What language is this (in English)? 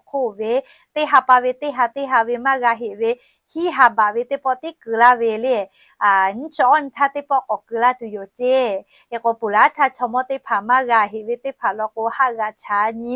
Lahu